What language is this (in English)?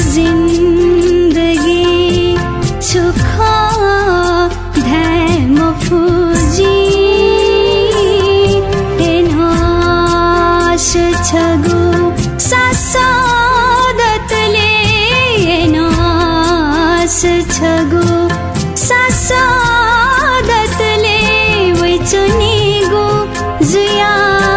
Newari